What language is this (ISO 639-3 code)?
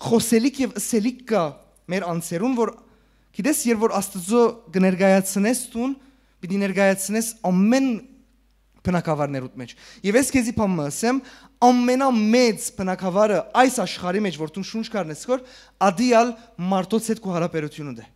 hyw